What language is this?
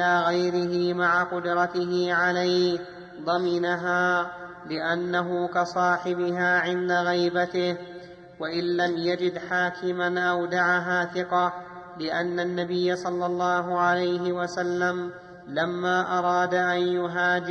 Arabic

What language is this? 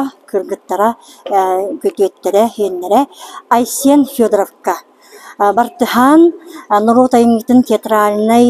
Yakut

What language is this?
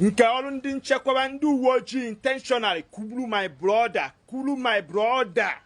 Igbo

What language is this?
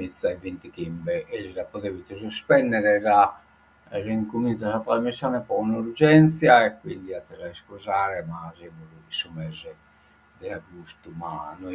Sardinian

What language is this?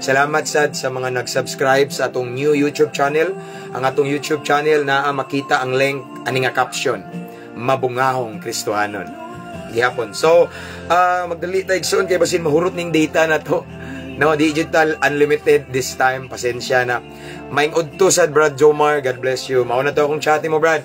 Cebuano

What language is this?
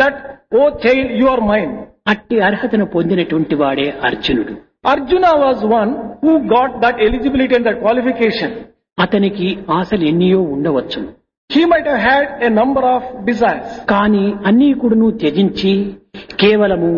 Telugu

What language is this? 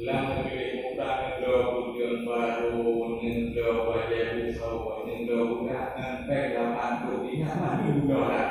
Achinese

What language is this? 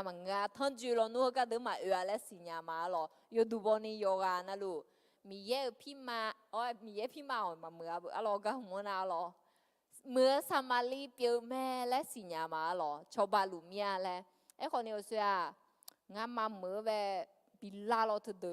Akha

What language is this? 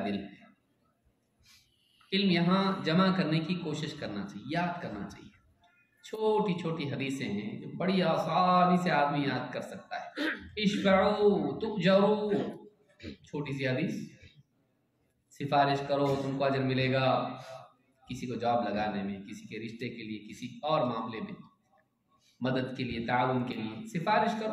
Hindi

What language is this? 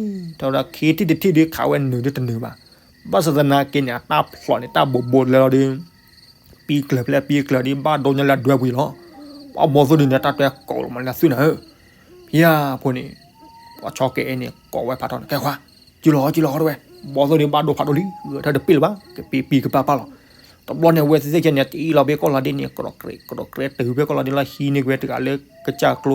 S'gaw Karen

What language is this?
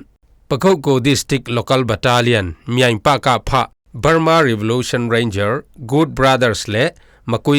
Falam Chin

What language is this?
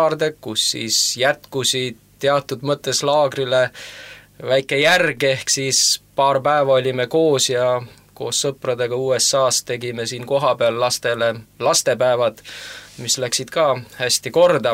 Estonian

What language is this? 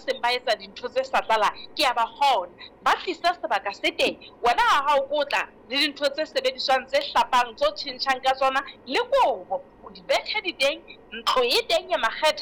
Southern Sotho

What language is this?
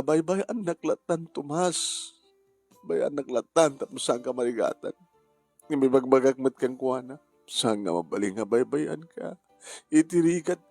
Iloko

